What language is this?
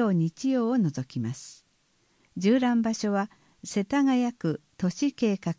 Japanese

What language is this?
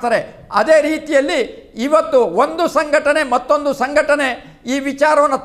Kannada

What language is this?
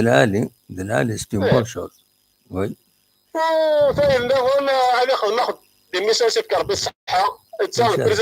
Kabyle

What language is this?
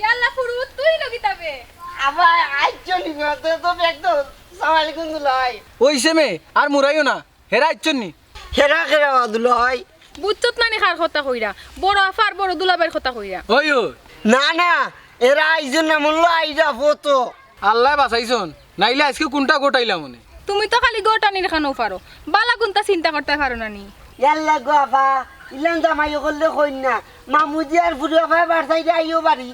Sylheti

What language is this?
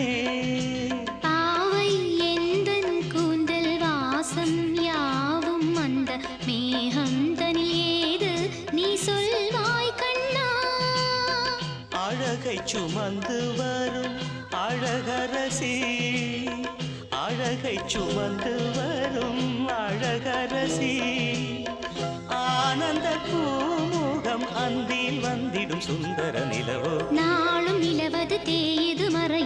Tamil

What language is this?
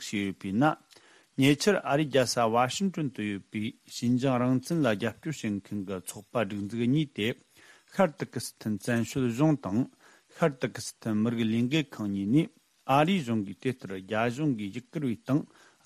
Tibetan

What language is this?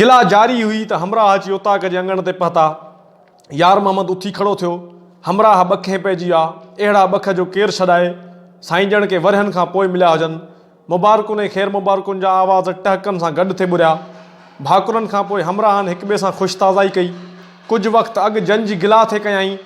Sindhi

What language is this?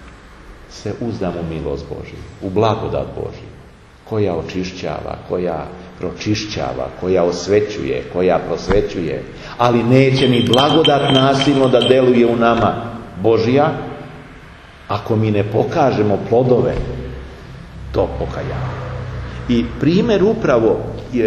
Serbian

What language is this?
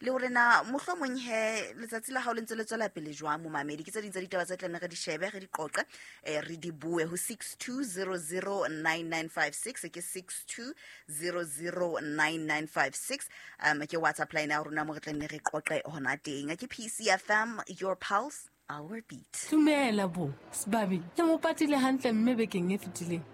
Southern Sotho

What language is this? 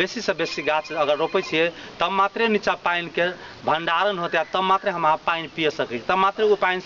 Maithili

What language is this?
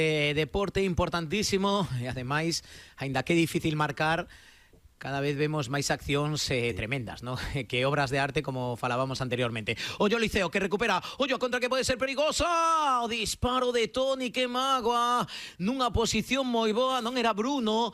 Galician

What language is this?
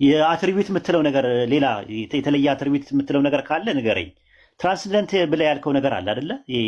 Amharic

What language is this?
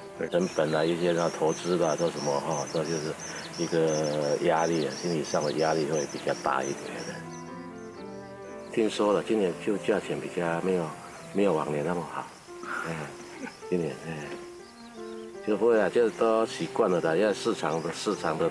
Chinese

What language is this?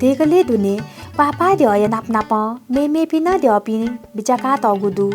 Newari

